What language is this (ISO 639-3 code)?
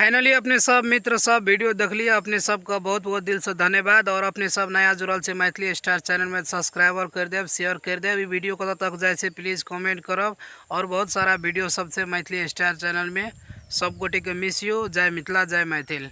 mai